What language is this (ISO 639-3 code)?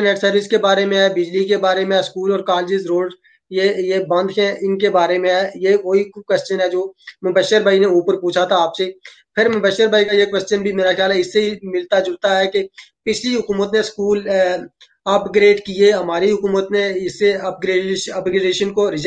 urd